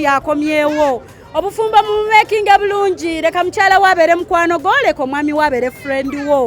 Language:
Ganda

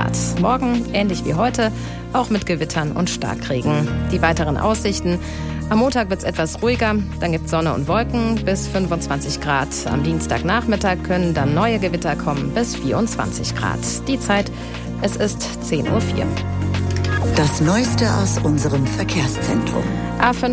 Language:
German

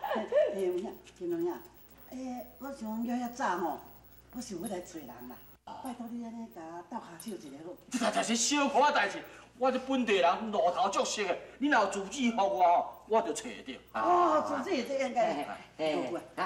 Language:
Min Nan Chinese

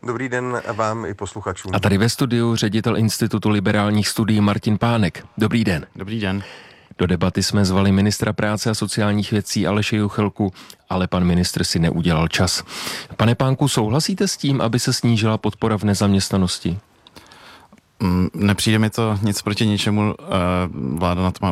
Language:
Czech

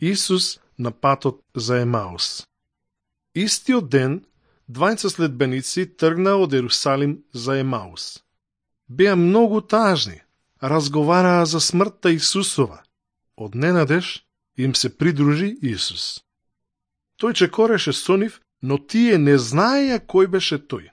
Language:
Macedonian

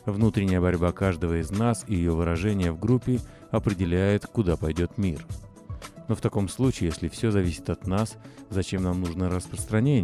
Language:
Russian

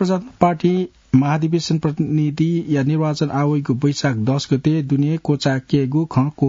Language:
Newari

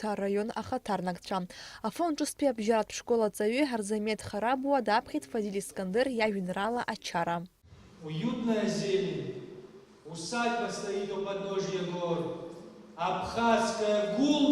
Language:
Abkhazian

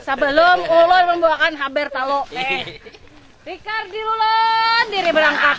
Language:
Banjar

